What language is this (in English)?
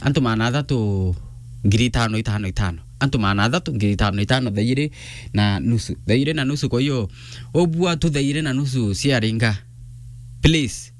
Meru